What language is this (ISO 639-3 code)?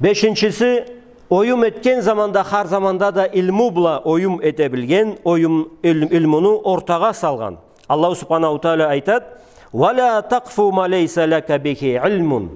krc